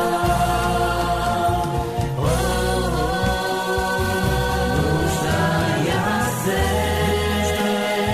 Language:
Bulgarian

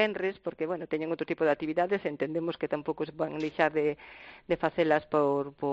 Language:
Galician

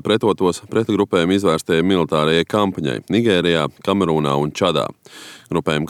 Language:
Latvian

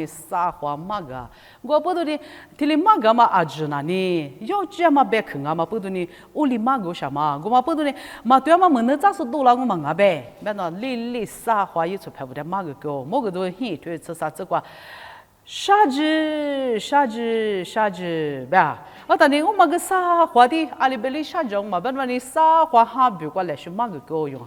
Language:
Lisu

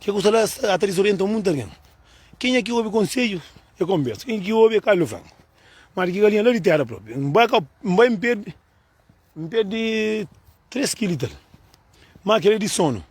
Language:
Kabuverdianu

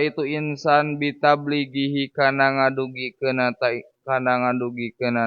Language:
Sundanese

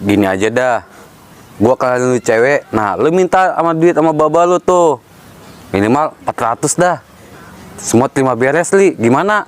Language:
Betawi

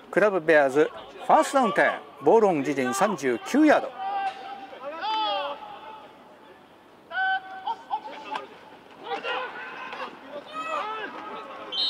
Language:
Japanese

